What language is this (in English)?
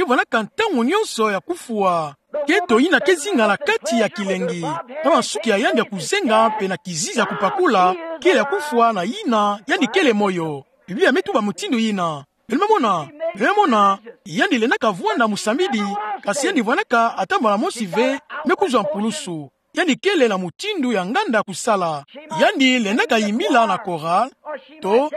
Kituba (Democratic Republic of Congo)